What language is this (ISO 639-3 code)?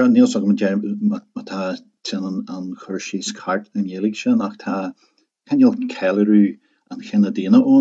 gle